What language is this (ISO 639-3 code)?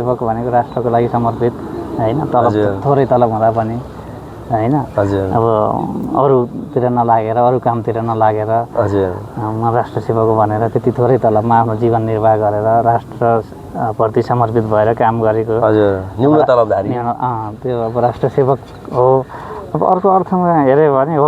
nep